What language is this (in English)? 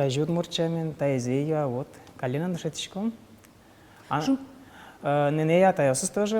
Udmurt